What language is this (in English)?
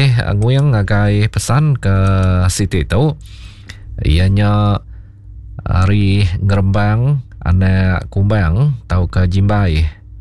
Iban